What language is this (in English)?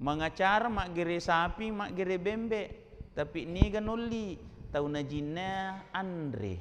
Buginese